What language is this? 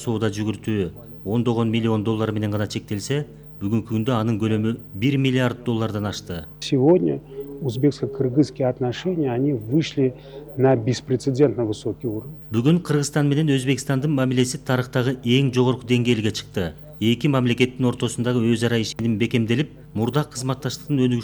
Kyrgyz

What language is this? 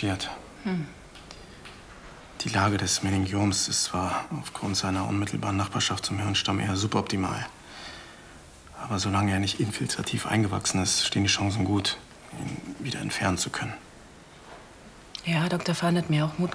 German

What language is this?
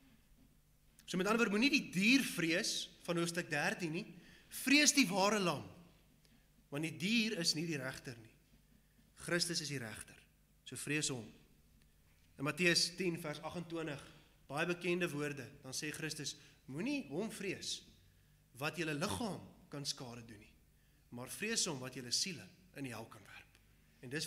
Afrikaans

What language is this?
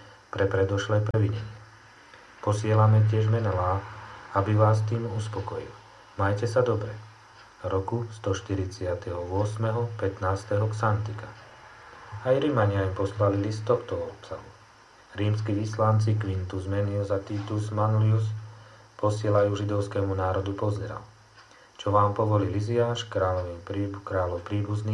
Slovak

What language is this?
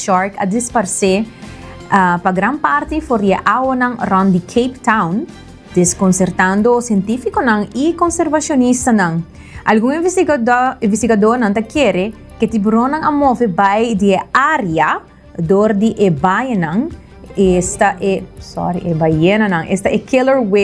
Papiamento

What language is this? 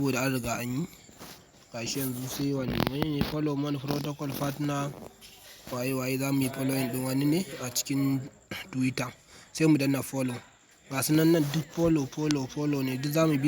Hausa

